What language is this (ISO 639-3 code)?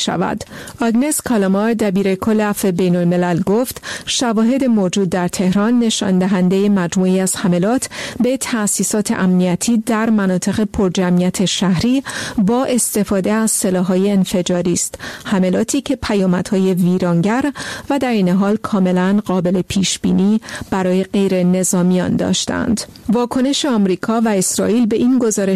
fas